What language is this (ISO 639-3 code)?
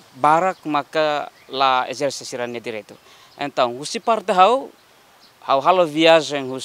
tet